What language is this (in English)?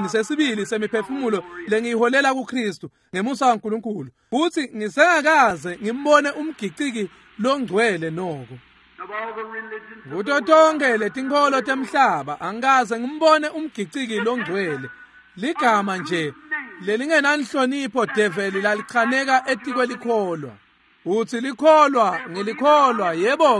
Swati